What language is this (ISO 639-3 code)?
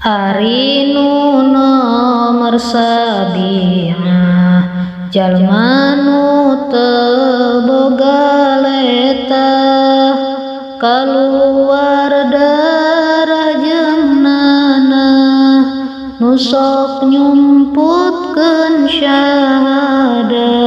sun